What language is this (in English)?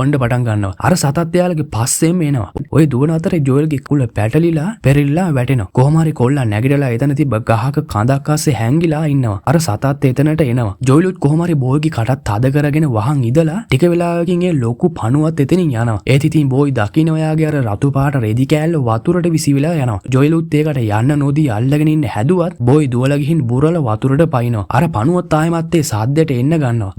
Sinhala